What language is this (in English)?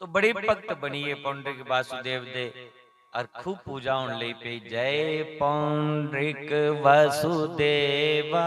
Dogri